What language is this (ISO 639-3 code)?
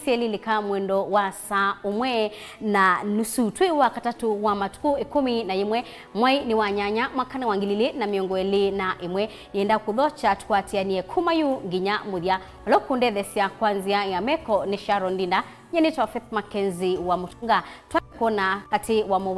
kam